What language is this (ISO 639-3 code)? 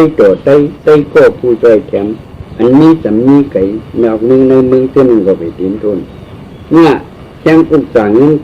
shn